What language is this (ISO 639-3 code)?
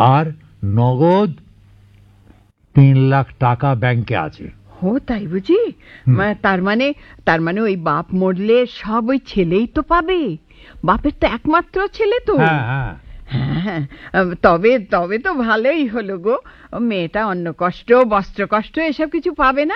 ben